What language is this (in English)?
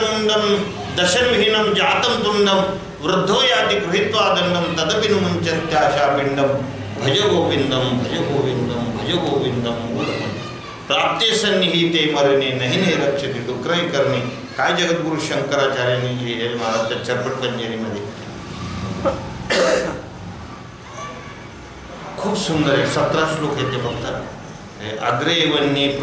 Marathi